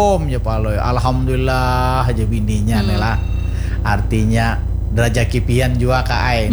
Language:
Banjar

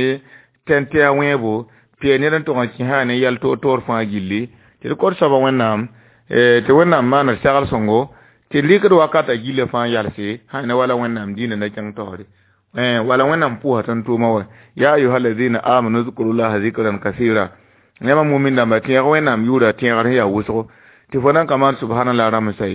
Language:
Mossi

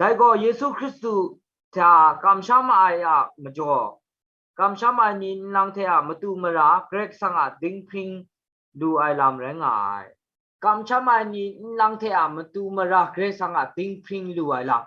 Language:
Kachin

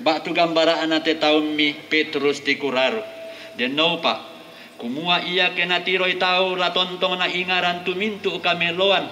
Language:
Toraja-Sa'dan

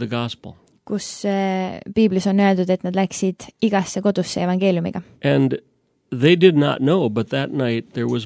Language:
Estonian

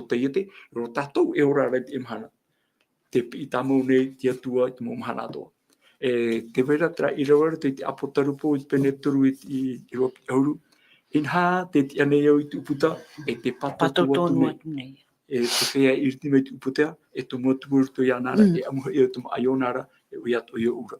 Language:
Tahitian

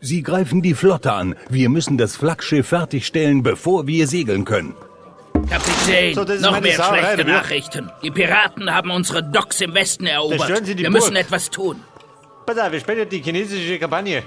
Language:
Bavarian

